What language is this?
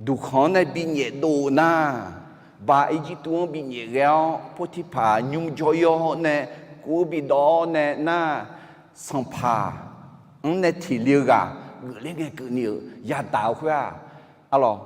Akha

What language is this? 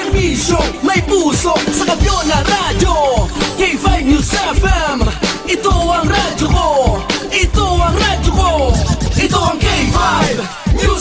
Hiligaynon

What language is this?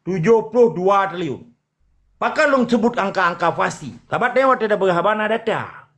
Achinese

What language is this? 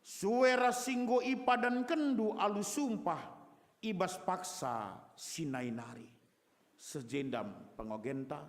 Batak Karo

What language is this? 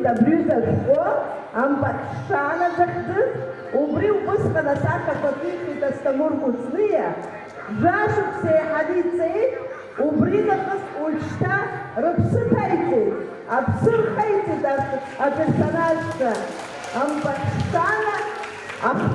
Abkhazian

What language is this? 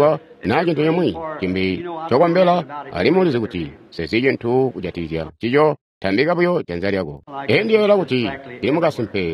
Tonga (Zambia)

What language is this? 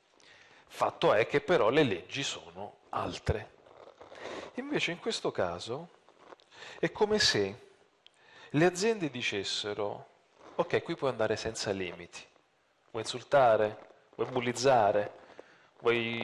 Italian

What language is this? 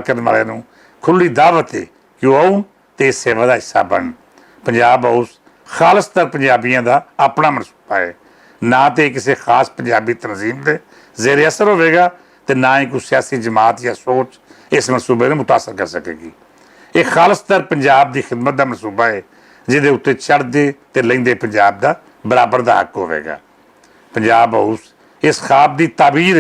Western Panjabi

